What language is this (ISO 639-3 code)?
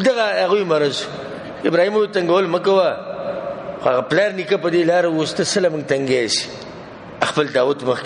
pus